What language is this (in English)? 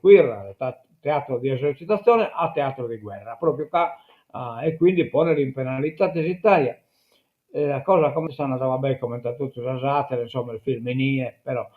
Sardinian